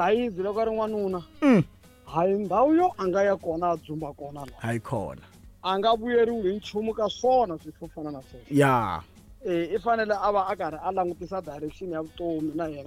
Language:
Tsonga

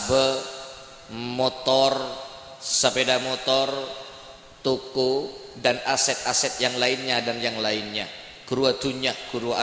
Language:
Madurese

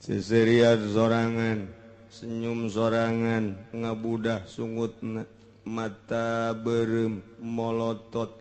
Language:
Sundanese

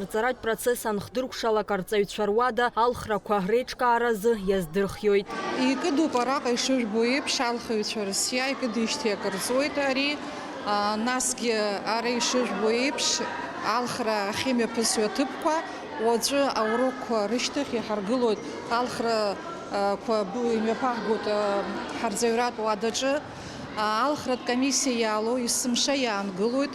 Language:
Abkhazian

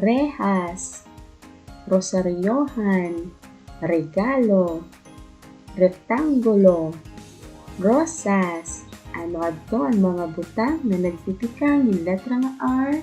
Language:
Waray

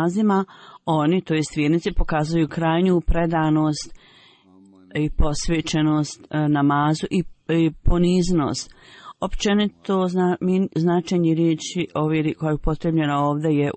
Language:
Bosnian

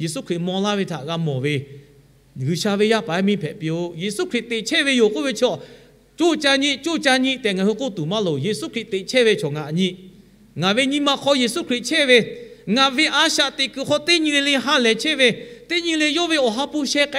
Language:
Lahu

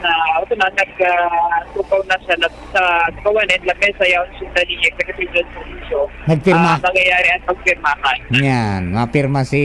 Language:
Bikol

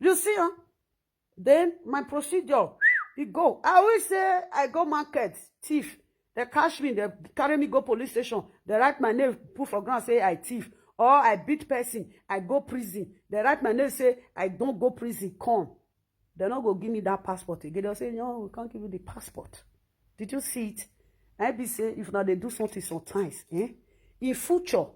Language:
Nigerian Pidgin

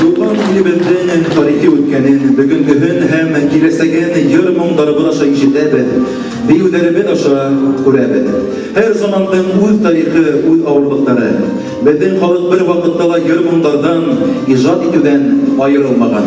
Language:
Bashkir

